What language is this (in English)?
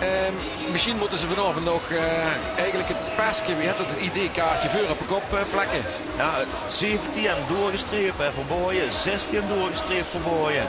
Limburgish